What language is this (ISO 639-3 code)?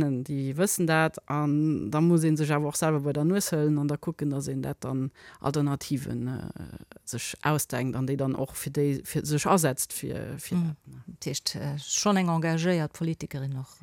ltz